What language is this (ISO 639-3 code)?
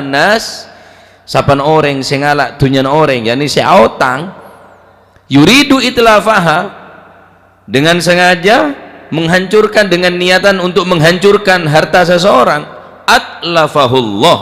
mad